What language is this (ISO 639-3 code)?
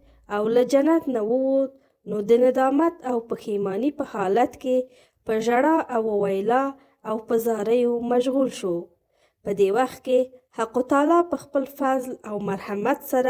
pus